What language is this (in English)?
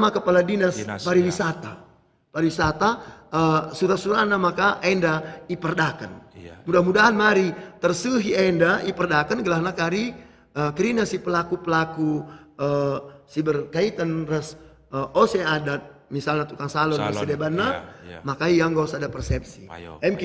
Batak Karo